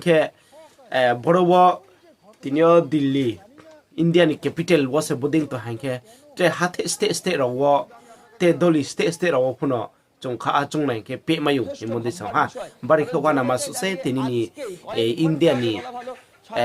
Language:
Riang (India)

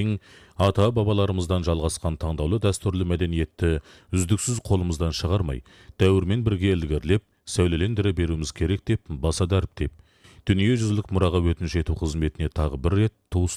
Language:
Kazakh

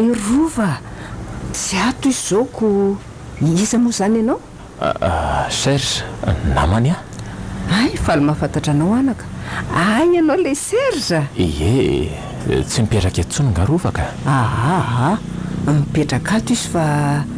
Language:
Malagasy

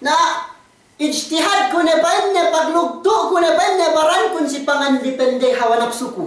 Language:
Yakan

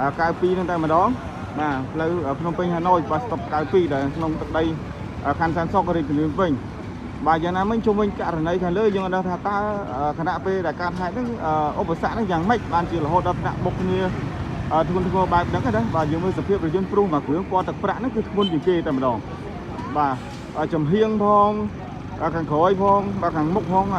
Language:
Khmer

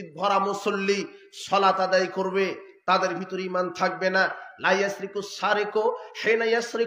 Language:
Bangla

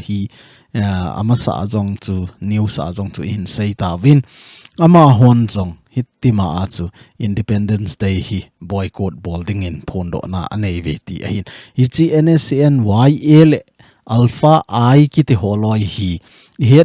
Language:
Thado Chin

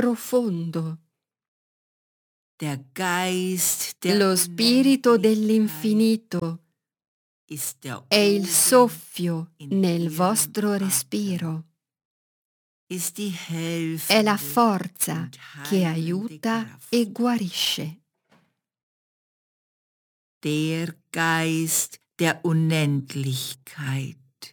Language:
Italian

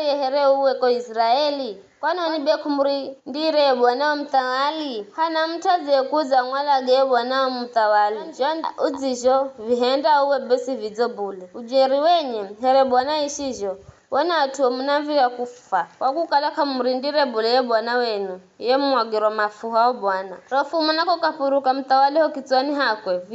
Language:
Giryama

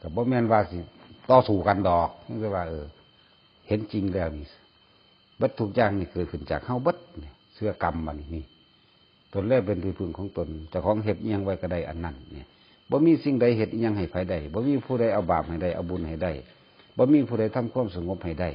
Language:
Northeastern Thai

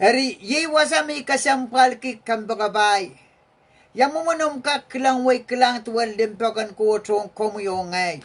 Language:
Pohnpeian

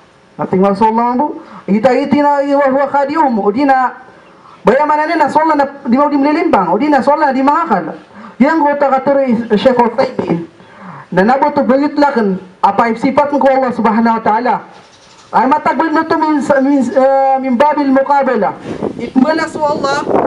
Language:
Maranao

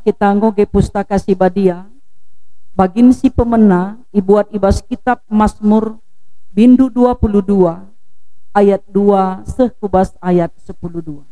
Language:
Batak Karo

